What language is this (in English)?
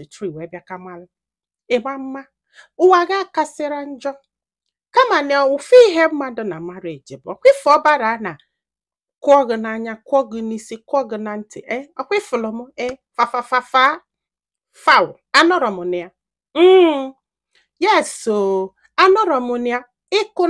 Igbo